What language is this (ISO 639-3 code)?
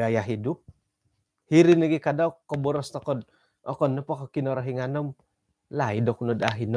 dtp